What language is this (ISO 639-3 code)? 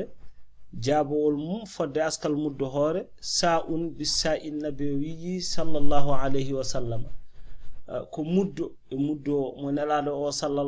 ful